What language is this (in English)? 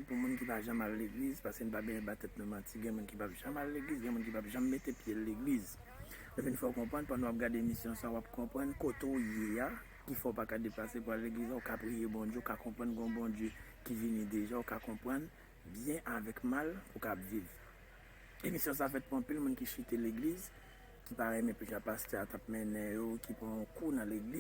Haitian Creole